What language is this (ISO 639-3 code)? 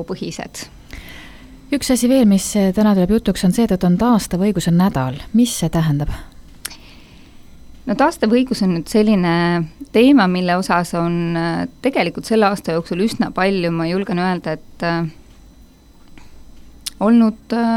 est